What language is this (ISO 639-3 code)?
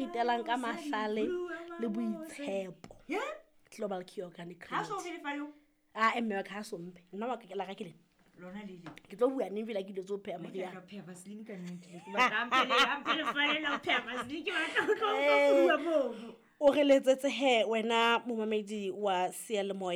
sot